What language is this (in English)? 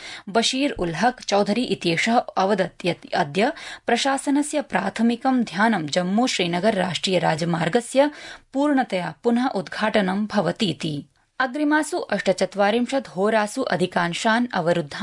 Sanskrit